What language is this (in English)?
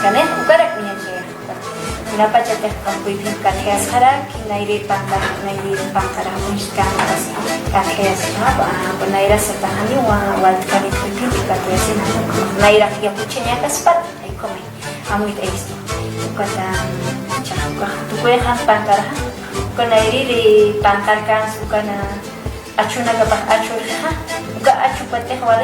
Aymara